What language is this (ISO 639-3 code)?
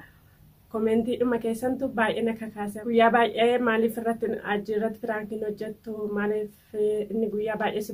orm